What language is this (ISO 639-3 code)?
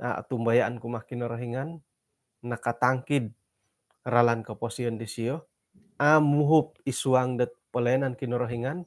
dtp